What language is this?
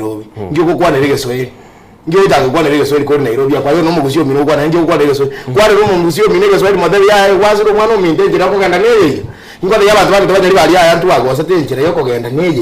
Gusii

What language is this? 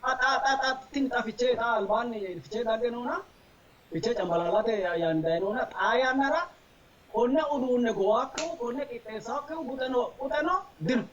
Sidamo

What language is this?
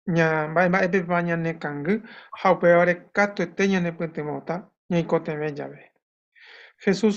Guarani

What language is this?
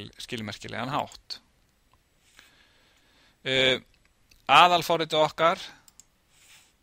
Icelandic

